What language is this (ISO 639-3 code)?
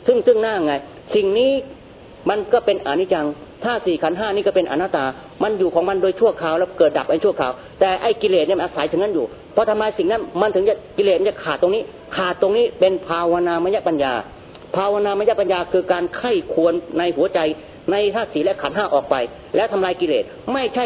tha